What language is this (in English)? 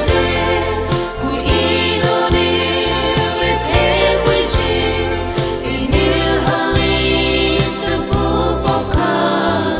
Poumei Naga